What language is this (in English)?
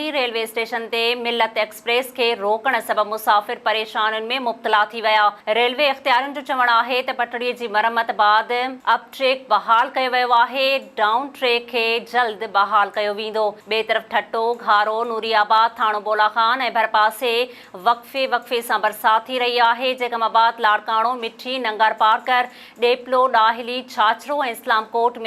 Sindhi